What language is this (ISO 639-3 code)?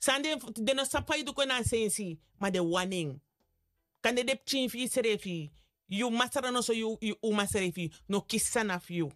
srn